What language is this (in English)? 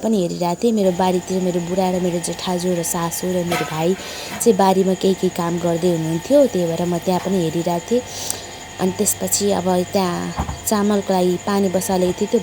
Nepali